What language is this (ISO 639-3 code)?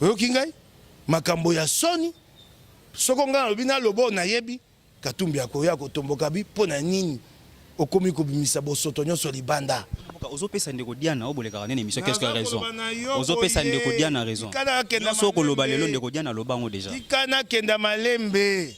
lin